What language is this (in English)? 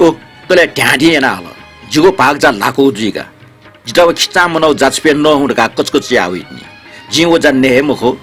Newari